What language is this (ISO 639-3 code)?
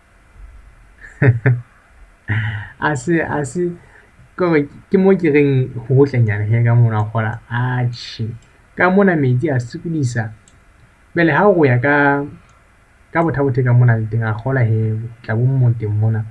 sot